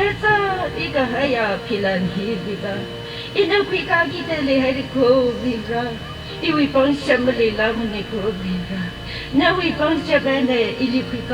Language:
Tangkhul Naga (India)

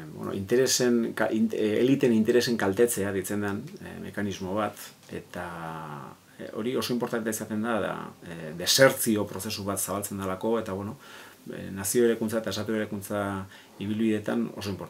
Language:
Basque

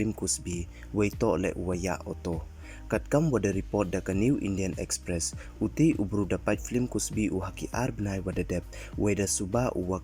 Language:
Pnar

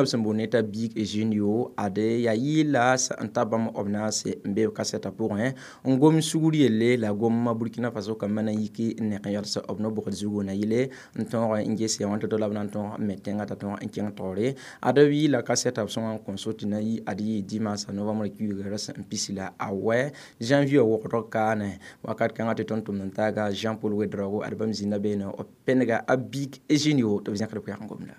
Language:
Mossi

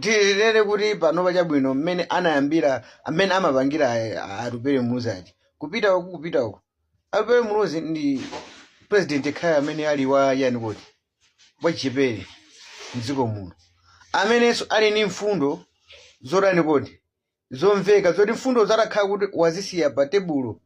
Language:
Nyanja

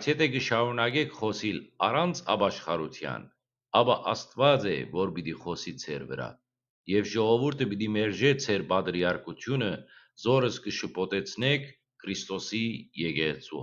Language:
Western Armenian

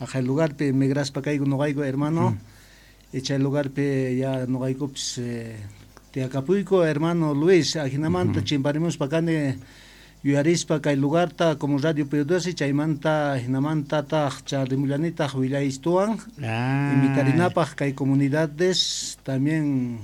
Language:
South Bolivian Quechua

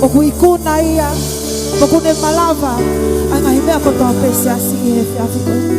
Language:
Tongan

